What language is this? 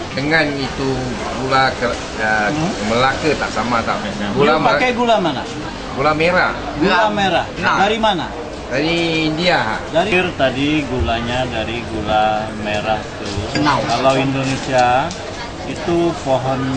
Banjar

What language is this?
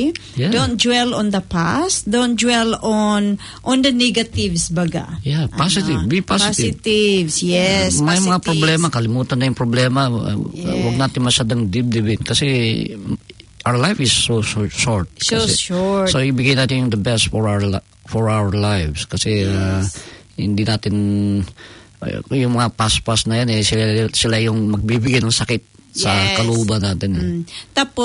Filipino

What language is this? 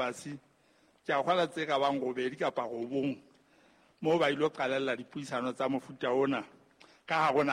Southern Sotho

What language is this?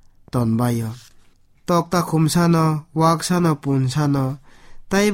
Kok Borok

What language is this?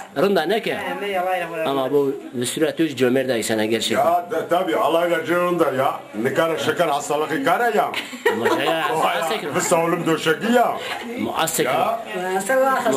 Zaza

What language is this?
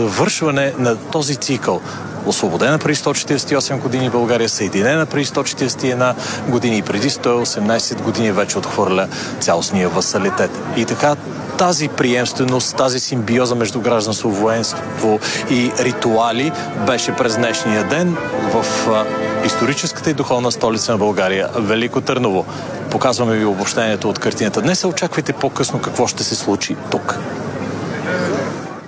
Bulgarian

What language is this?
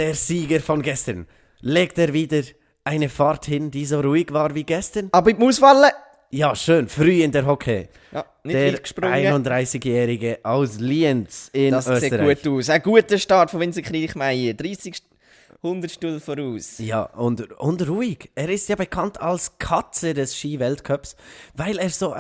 Swiss German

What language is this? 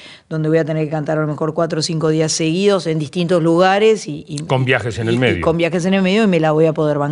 Spanish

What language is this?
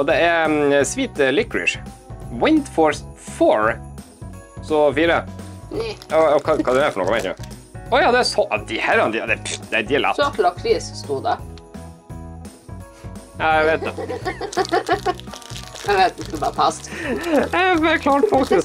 Norwegian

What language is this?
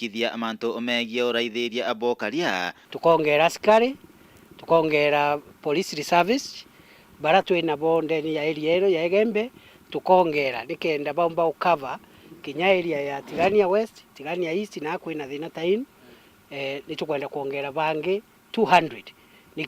Meru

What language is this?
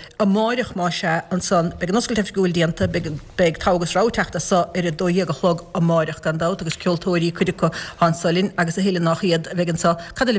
Irish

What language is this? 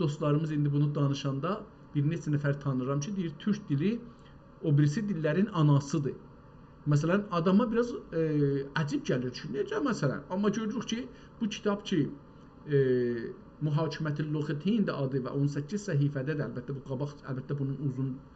South Azerbaijani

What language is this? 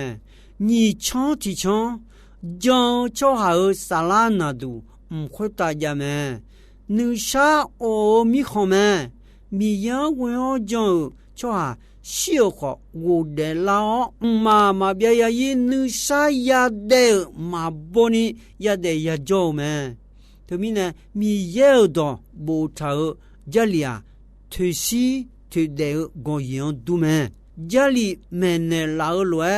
Akha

